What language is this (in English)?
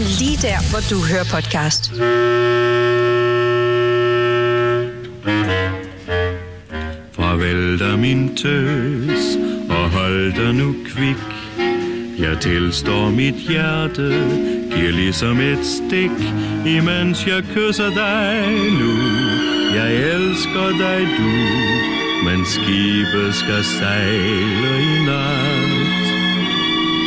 Danish